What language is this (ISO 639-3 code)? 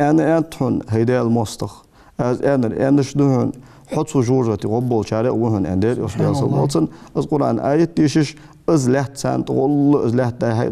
inh